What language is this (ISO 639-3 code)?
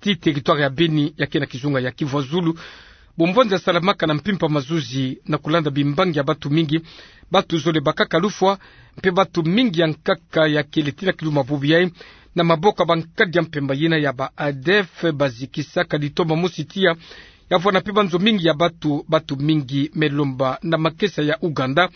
ktu